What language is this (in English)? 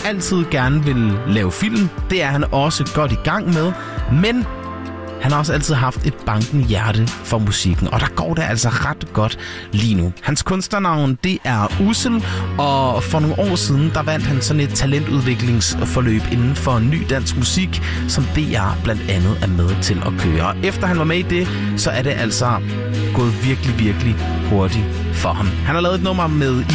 Danish